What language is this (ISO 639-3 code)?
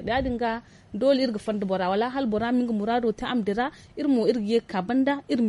dje